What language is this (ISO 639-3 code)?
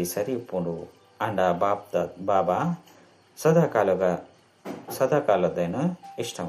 tcy